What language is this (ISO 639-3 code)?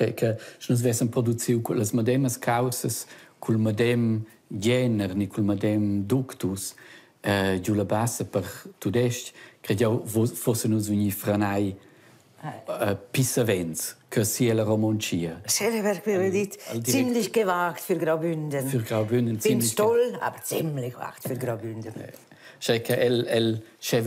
roh